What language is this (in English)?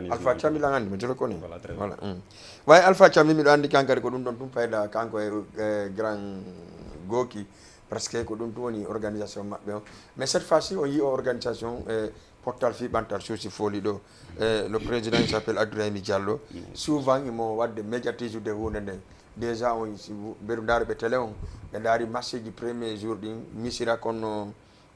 Fula